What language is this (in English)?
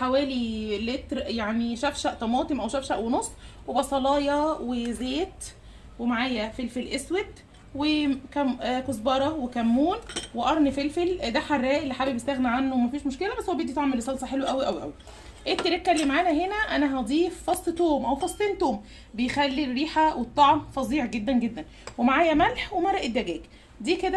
Egyptian Arabic